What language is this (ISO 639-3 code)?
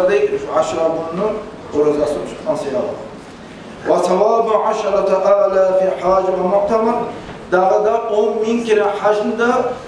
kum